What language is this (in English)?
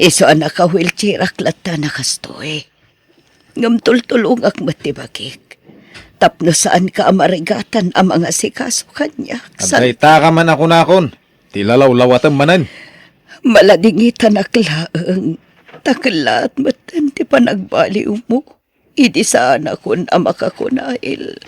Iloko